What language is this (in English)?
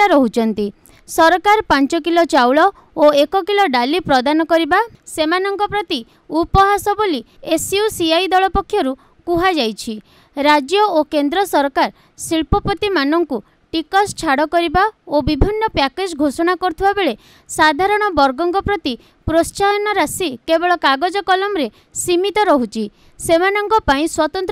Odia